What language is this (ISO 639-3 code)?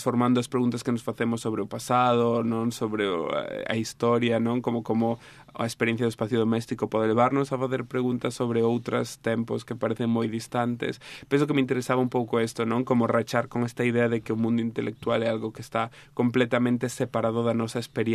glg